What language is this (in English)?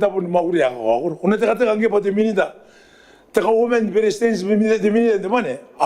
Gilbertese